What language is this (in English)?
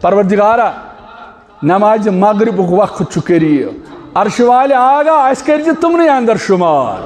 Kashmiri